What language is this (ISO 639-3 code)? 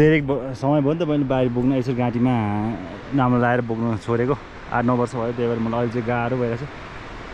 nep